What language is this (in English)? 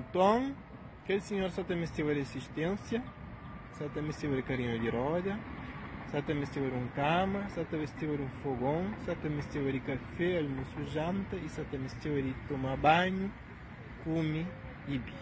Kabuverdianu